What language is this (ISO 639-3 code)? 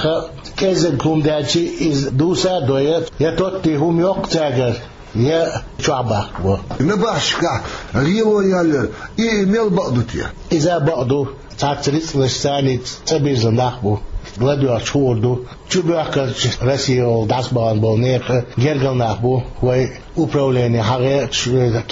che